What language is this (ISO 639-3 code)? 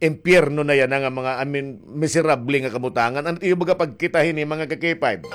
war